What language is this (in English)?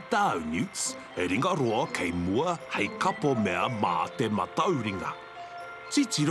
Māori